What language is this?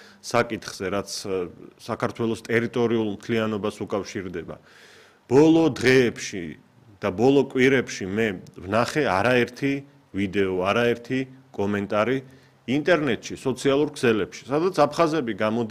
Georgian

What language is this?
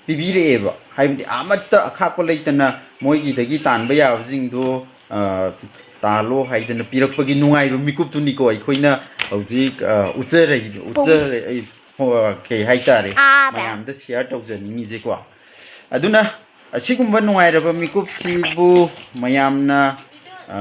Manipuri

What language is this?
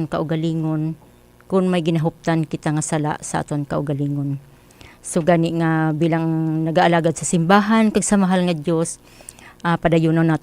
Hiligaynon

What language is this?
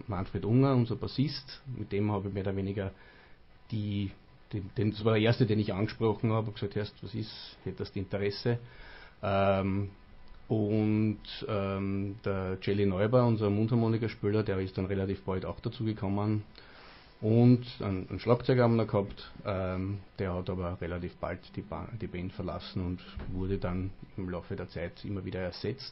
German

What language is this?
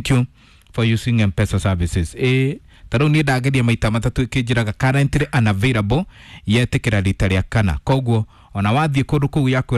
Kikuyu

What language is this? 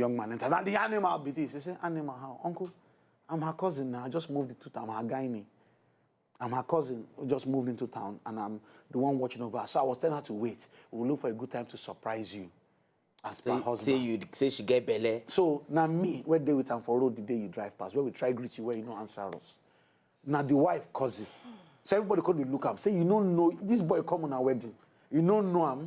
Nigerian Pidgin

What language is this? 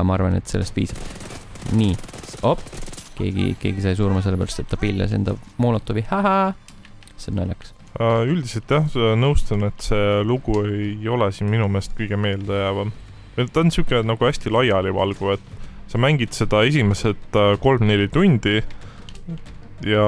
Estonian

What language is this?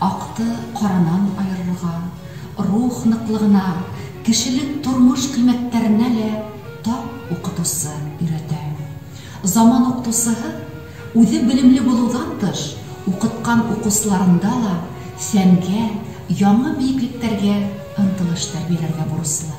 Bashkir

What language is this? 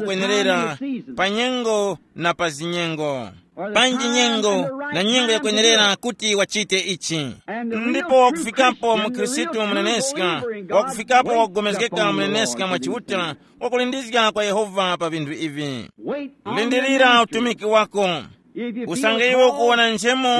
Tumbuka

